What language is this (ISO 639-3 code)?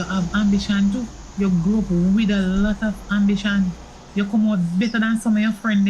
jam